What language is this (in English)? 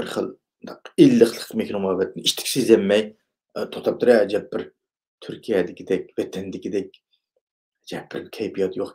Uyghur